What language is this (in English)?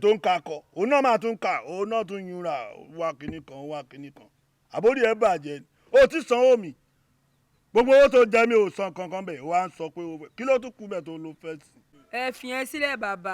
Yoruba